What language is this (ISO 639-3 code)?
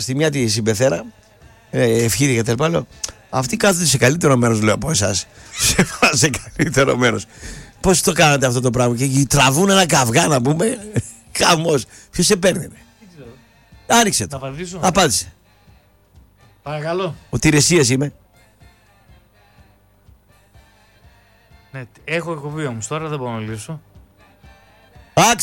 ell